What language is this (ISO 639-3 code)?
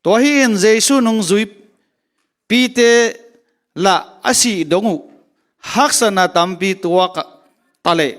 ctd